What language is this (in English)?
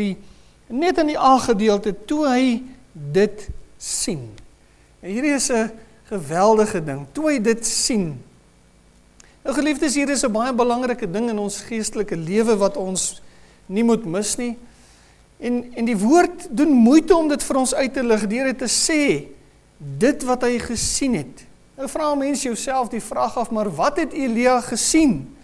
Afrikaans